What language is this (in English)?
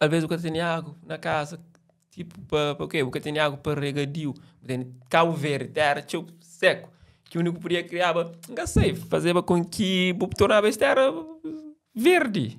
Kabuverdianu